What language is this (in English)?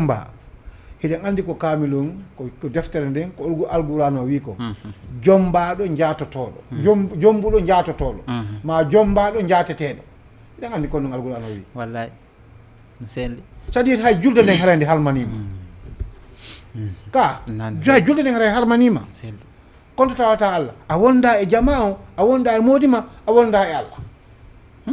Fula